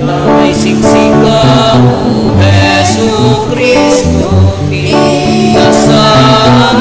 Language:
Iloko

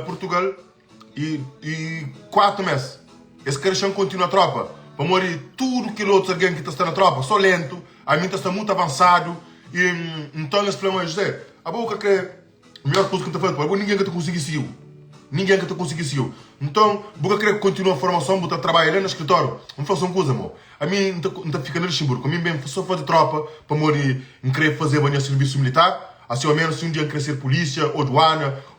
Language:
Kabuverdianu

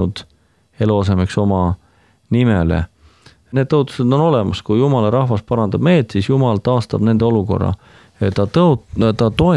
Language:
Estonian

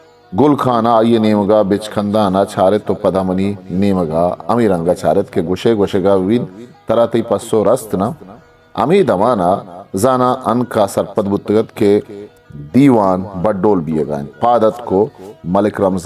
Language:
Eastern Balochi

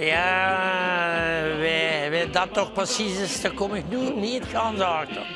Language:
Limburgish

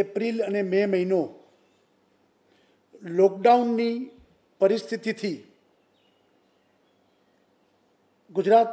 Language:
Gujarati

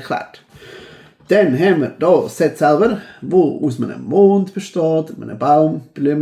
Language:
Swiss German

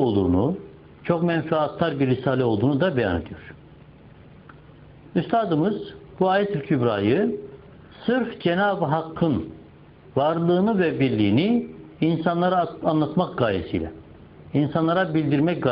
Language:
Turkish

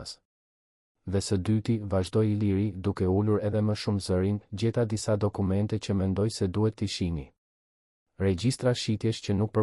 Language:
Albanian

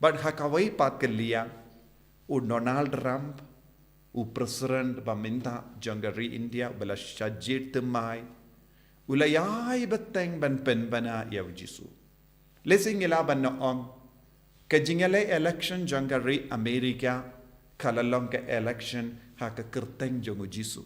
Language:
Khasi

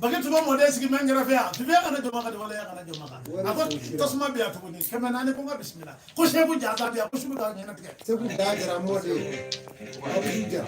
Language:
Bambara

